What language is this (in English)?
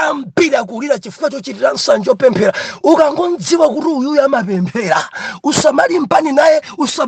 Nyanja